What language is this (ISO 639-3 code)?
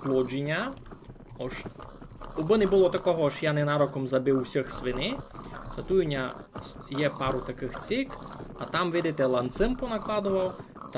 rue